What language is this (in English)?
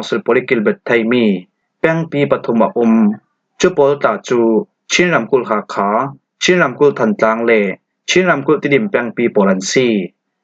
Falam Chin